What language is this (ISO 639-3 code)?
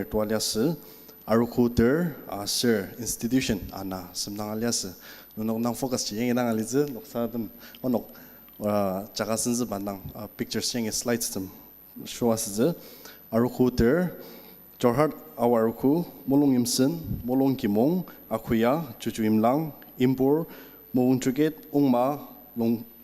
njo